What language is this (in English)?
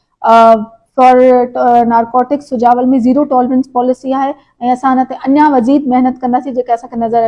Sindhi